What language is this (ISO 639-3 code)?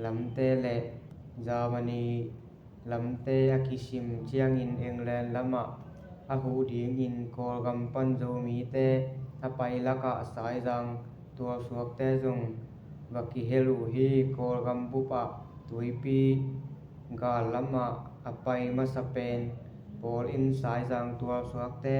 ctd